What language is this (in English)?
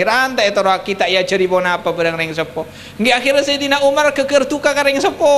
Madurese